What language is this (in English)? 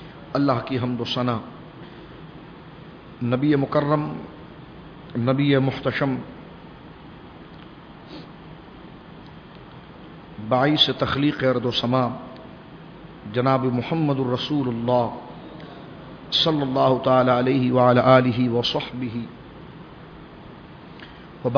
Urdu